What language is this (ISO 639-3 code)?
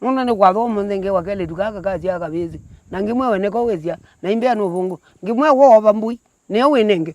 kam